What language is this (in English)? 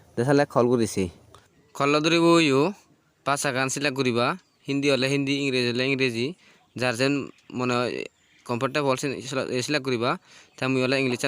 Chakma